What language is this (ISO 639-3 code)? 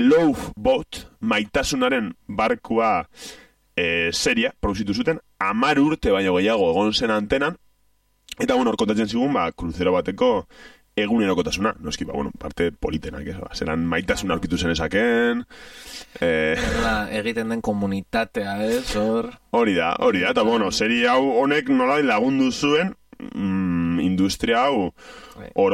eus